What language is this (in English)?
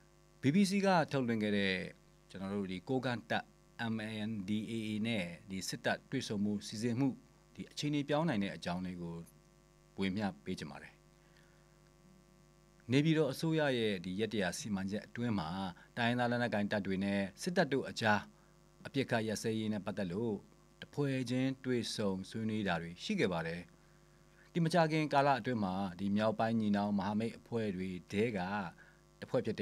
Burmese